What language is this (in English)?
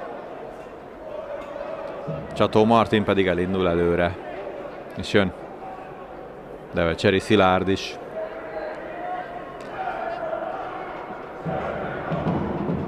Hungarian